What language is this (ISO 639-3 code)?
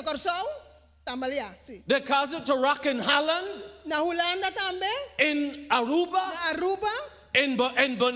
pap